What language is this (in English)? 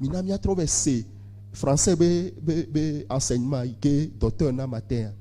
Ewe